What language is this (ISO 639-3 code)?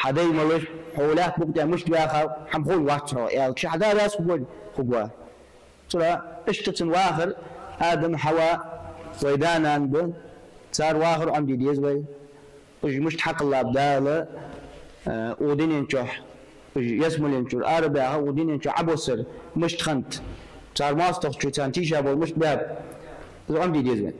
inh